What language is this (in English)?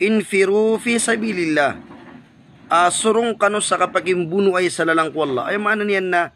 Maranao